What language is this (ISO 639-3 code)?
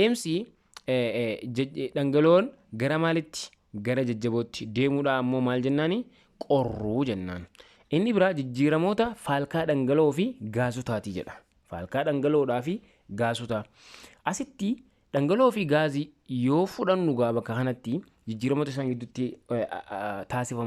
orm